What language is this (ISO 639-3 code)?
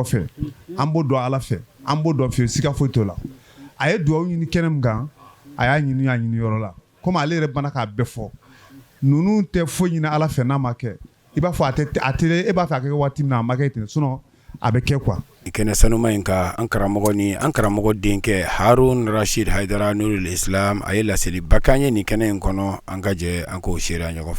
bam